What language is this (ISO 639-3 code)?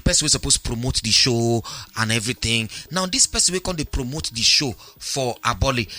pcm